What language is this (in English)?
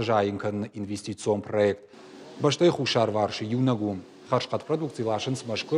Ossetic